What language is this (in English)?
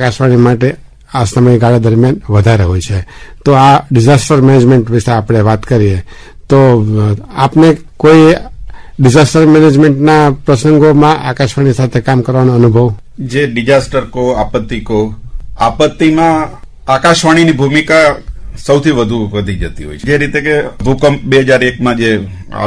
Gujarati